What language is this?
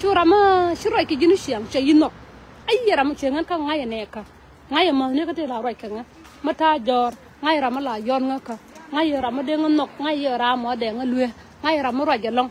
Nuer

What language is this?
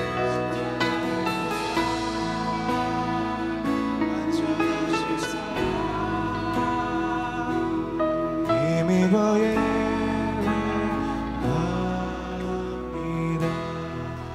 Korean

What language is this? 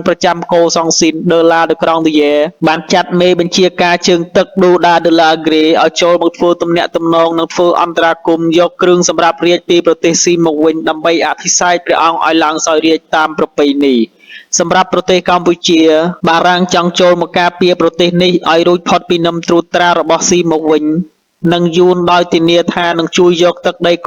Khmer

